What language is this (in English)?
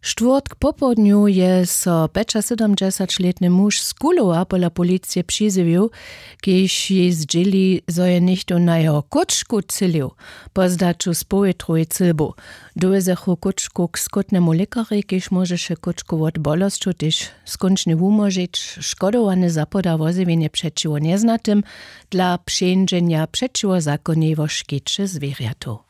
Upper Sorbian